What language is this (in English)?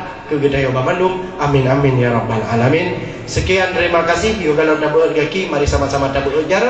Achinese